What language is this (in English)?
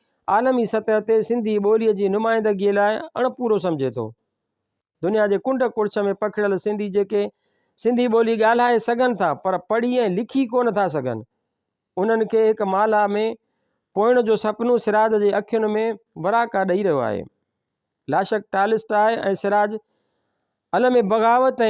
Sindhi